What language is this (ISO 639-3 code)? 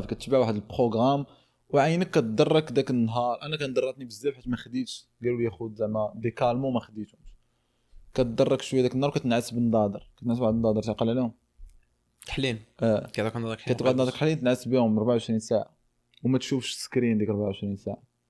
ary